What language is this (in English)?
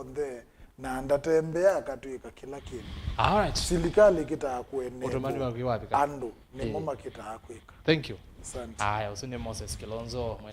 Kamba